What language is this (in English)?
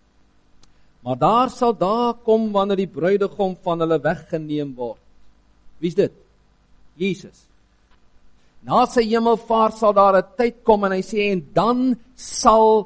Afrikaans